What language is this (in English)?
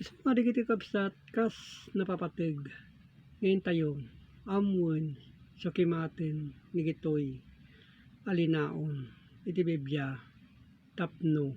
Iloko